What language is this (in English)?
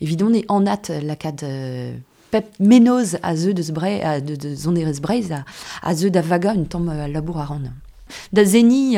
Breton